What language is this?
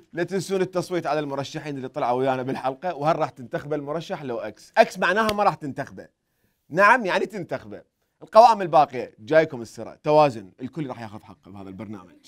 Mesopotamian Arabic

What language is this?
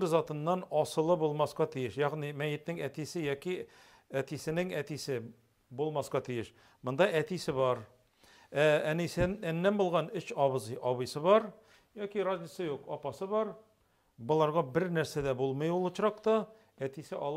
Tatar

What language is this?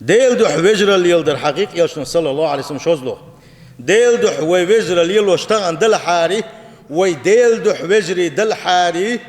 Chechen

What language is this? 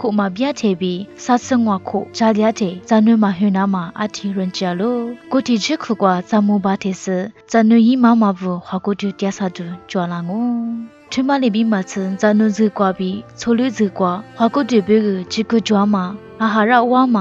Lisu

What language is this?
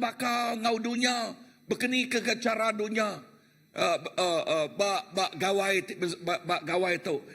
Iban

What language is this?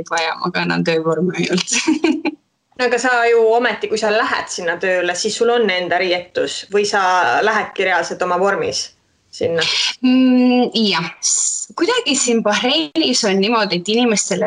Estonian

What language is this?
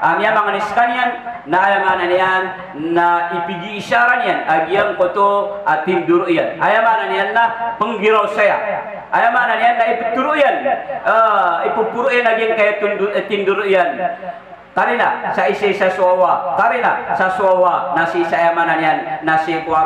Maranao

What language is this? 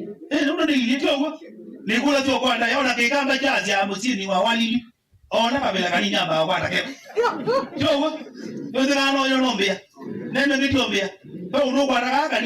Kamba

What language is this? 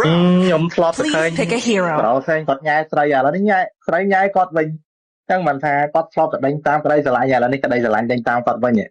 Khmer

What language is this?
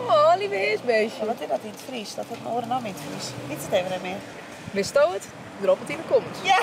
Western Frisian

